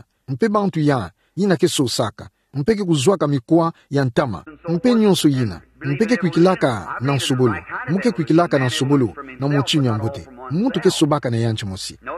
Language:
Kituba (Democratic Republic of Congo)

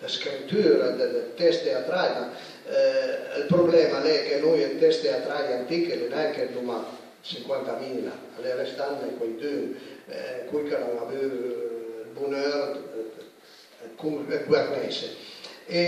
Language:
Piedmontese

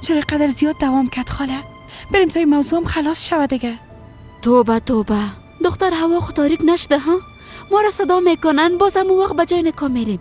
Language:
Persian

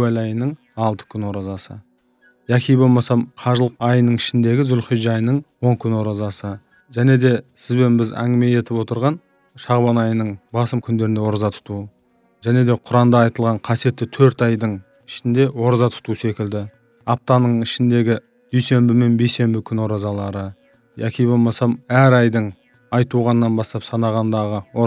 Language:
Kazakh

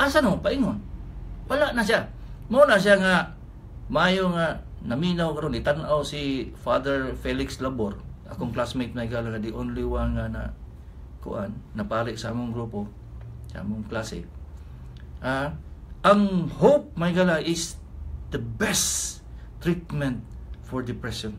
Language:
Cebuano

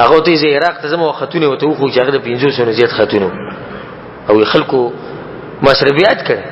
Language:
Pashto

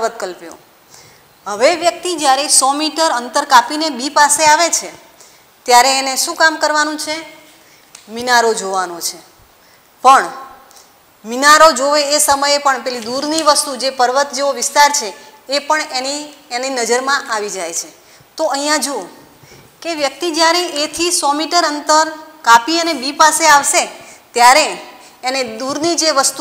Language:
Gujarati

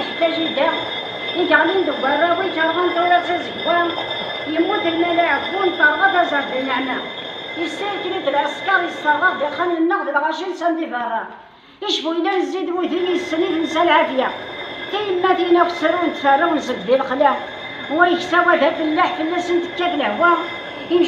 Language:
Kabyle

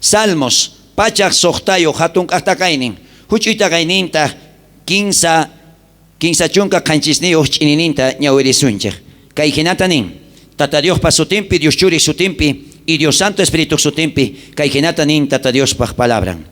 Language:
South Bolivian Quechua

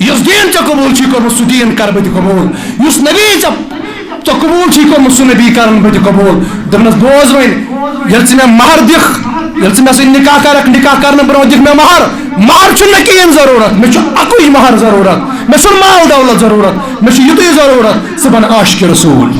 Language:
Kashmiri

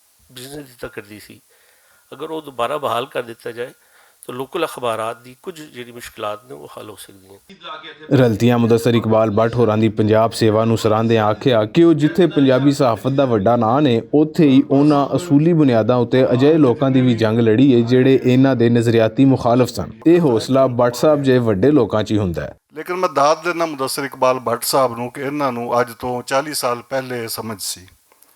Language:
Western Panjabi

